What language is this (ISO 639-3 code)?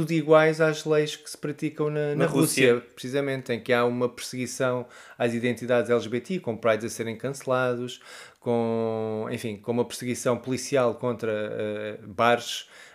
por